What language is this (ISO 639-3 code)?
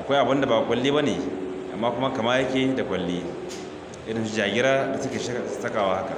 hau